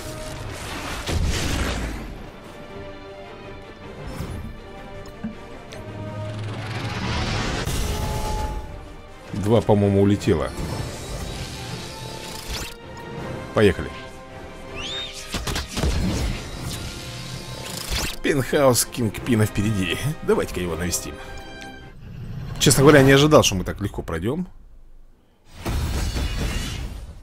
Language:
Russian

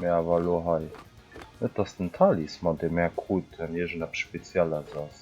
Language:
Luxembourgish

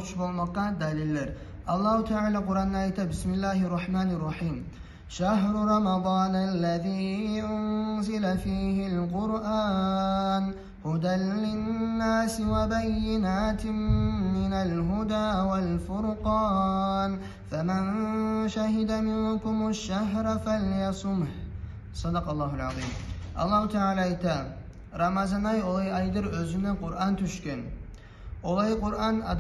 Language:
Kumyk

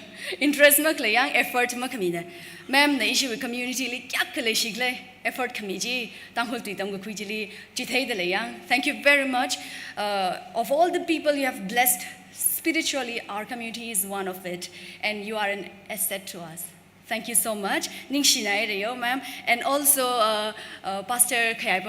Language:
Tangkhul Naga (India)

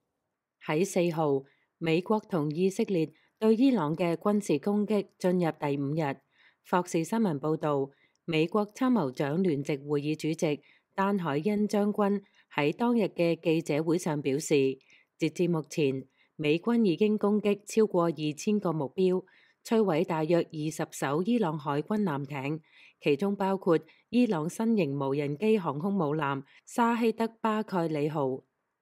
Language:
Cantonese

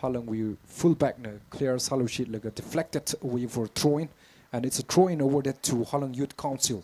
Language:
Tangkhul Naga (India)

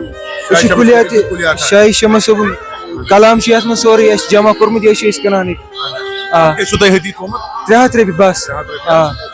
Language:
Kashmiri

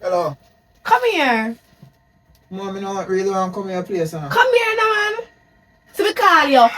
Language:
Jamaican Creole English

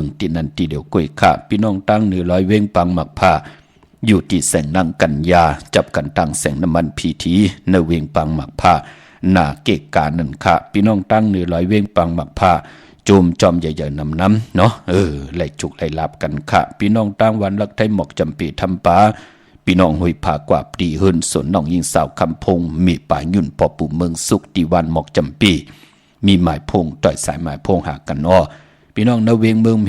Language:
Shan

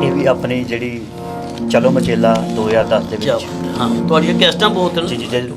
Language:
Dogri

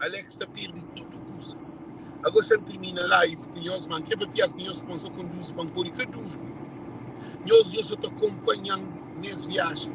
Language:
Kabuverdianu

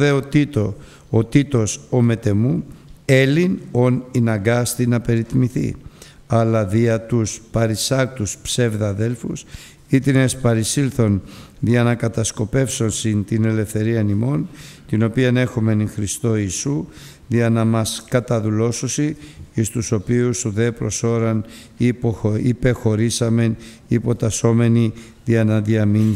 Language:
Greek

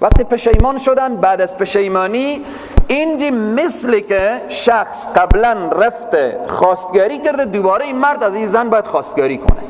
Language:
Persian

